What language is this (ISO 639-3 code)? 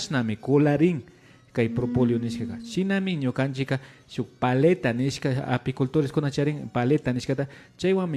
qvi